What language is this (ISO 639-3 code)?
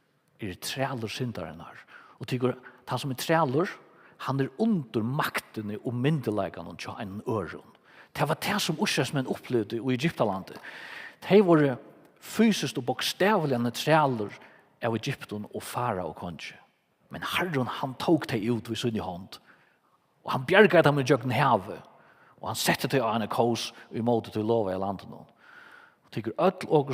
fao